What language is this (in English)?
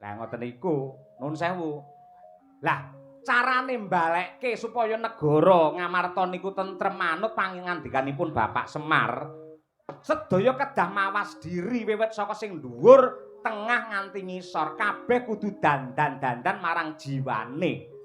Javanese